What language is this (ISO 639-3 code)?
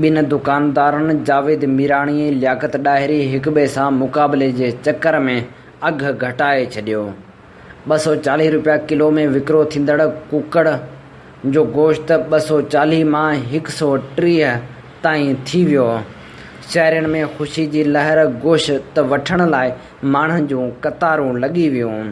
snd